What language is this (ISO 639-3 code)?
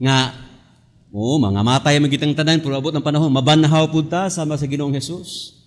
ceb